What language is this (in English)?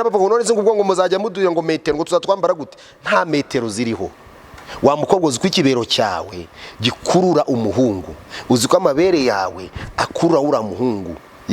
Kinyarwanda